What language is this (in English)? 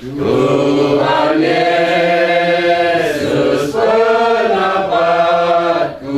Batak Karo